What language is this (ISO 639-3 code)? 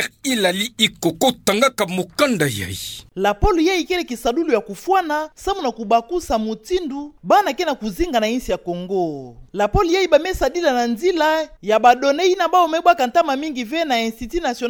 ktu